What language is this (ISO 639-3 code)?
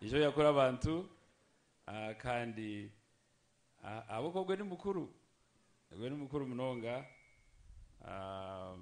nyn